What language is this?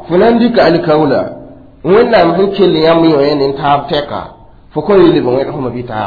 Mossi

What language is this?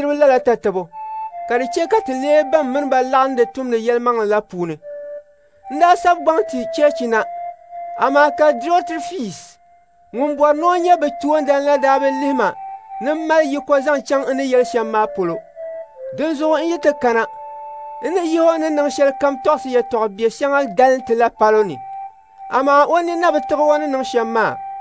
Dagbani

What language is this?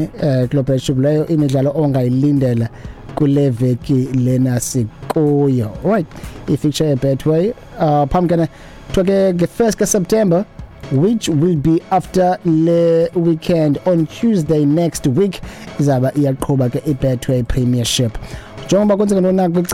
Xhosa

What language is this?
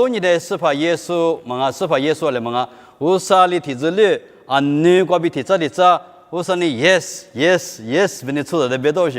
Lisu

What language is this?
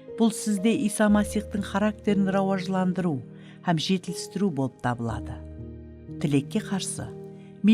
Kara-Kalpak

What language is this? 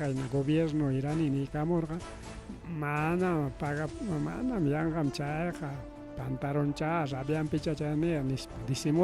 Ayacucho Quechua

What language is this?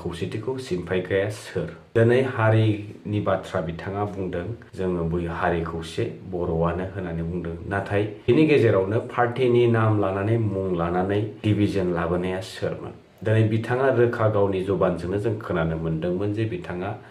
Bodo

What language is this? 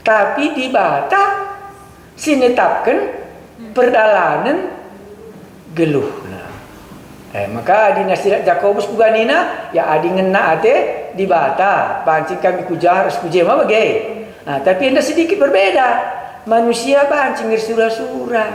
Batak Karo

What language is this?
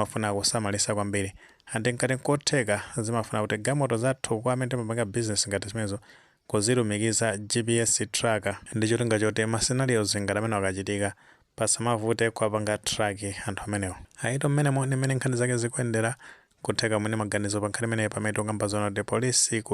Nyanja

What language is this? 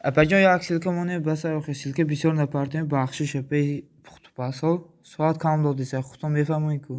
Tajik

